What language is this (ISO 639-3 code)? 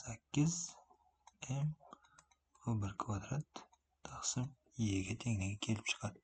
uzb